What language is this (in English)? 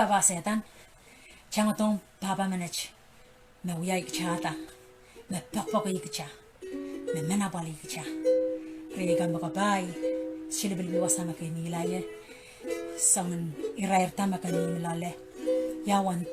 Pohnpeian